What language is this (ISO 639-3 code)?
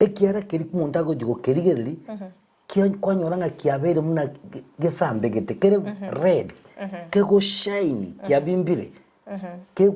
guz